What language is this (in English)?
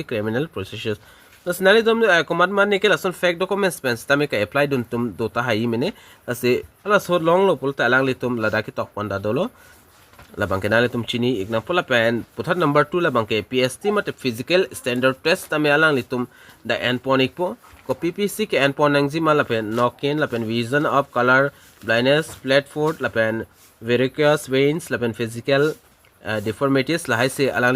Karbi